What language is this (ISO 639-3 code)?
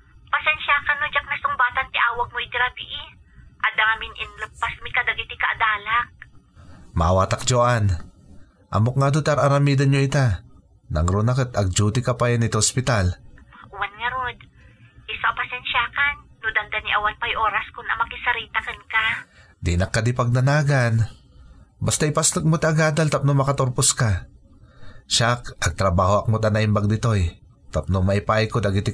ilo